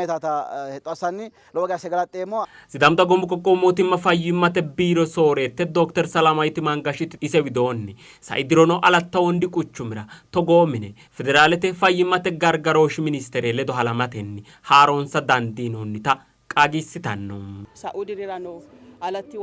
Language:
Sidamo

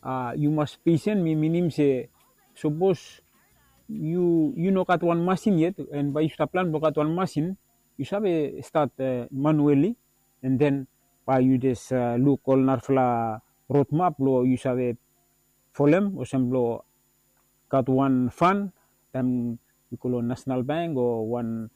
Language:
Bislama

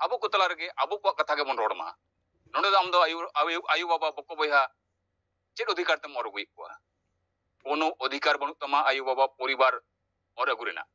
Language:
Santali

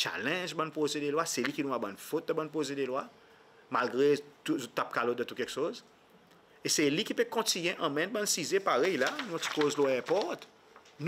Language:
Seselwa Creole French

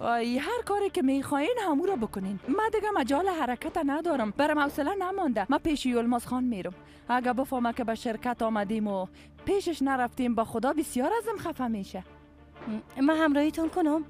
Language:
Persian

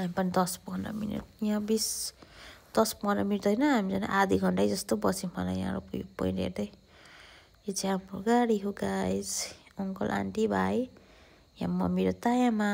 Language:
Nepali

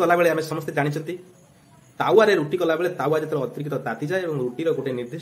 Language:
Odia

